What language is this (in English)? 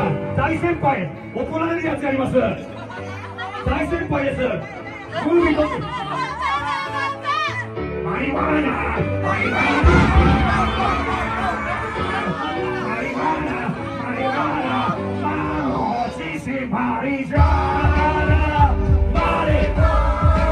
Japanese